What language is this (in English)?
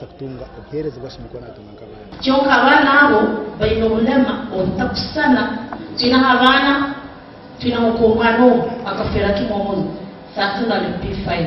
Nyankole